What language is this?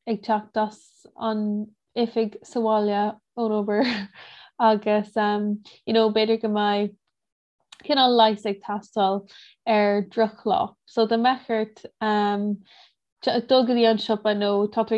Irish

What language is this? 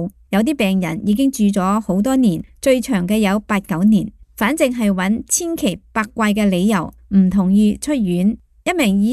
Cantonese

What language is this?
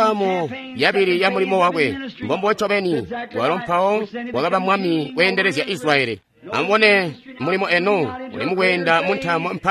Tonga (Zambia)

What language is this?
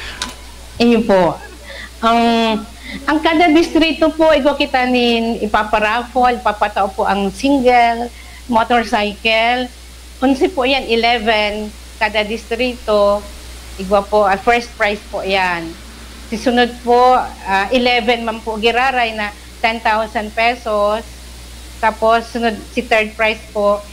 Bikol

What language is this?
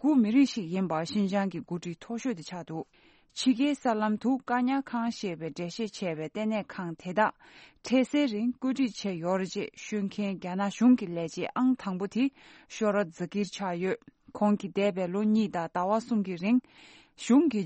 Tibetan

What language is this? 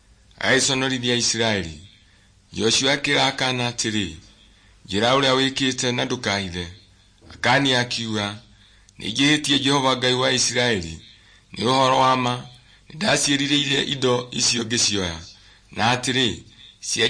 Kikuyu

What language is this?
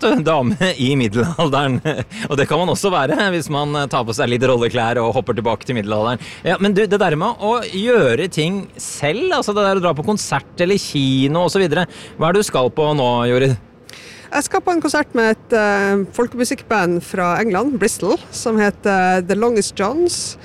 Norwegian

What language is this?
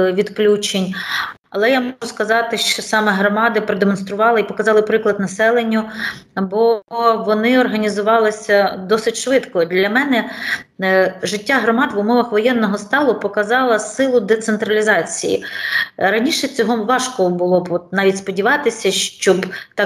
Ukrainian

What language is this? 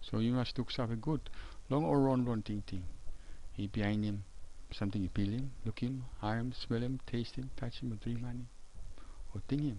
Tok Pisin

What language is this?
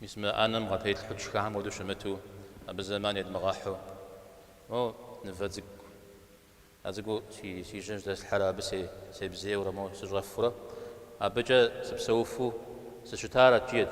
Kabardian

